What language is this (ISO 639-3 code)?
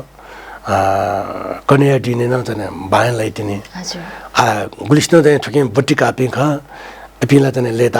new